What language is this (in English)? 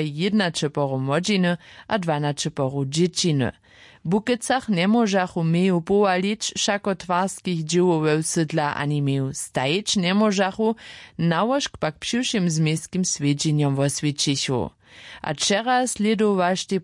Upper Sorbian